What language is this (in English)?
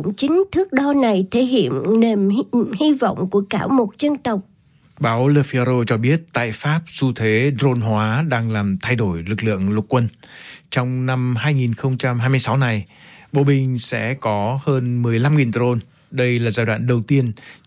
Vietnamese